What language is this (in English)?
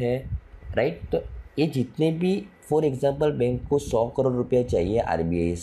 Hindi